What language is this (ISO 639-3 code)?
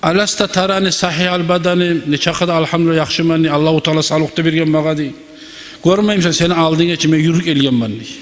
kum